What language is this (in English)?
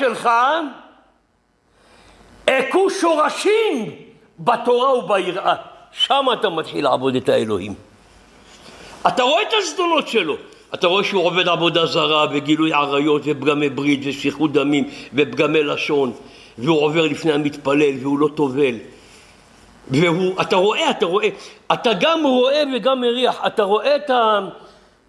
Hebrew